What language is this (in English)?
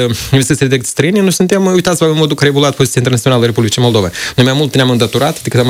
Romanian